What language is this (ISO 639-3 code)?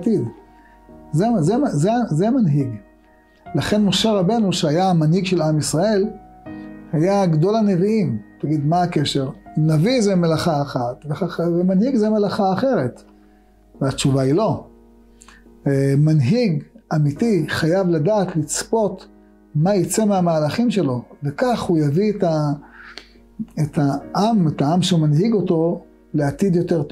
heb